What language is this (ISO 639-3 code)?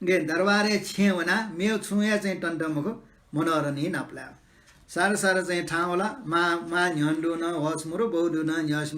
new